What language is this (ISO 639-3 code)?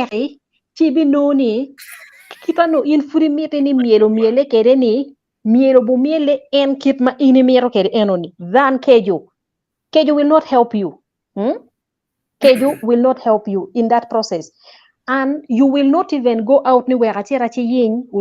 ach